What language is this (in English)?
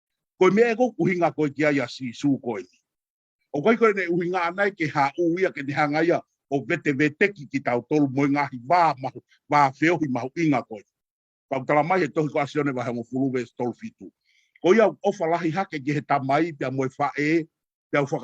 Tongan